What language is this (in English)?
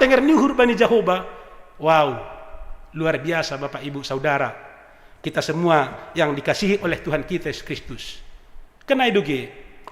Batak Simalungun